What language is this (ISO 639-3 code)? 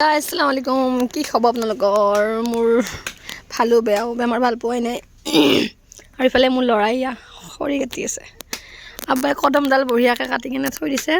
asm